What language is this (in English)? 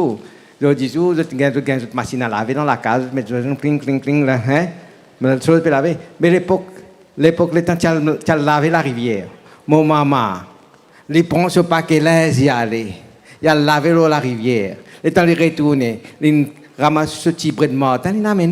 Morisyen